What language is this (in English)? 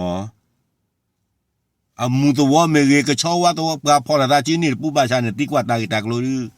S'gaw Karen